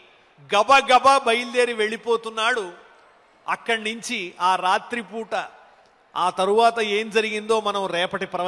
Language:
Telugu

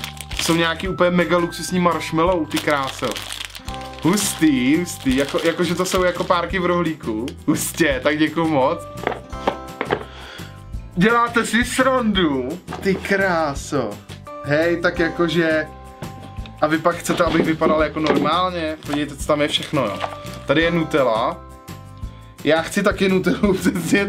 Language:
Czech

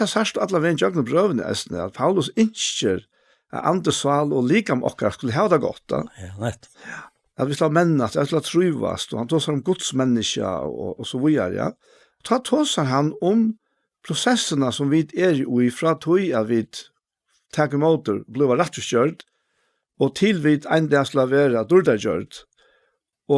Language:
Faroese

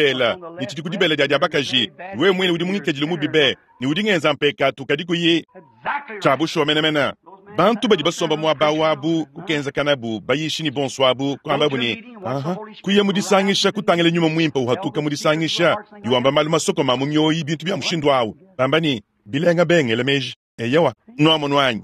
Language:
Luba-Lulua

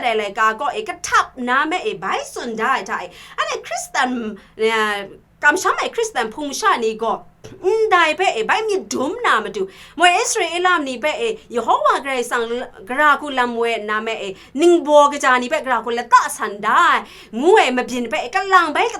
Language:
Kachin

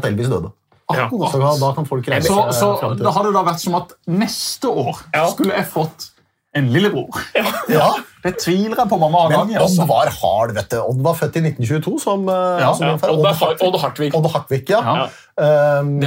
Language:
Norwegian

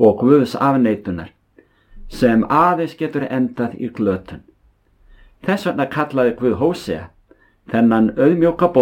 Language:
Icelandic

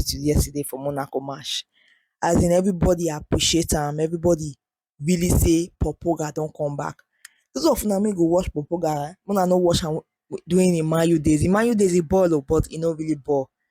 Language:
Nigerian Pidgin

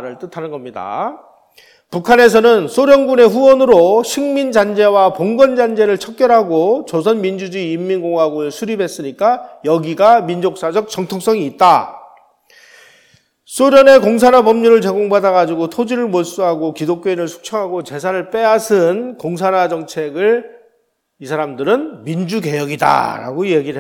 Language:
Korean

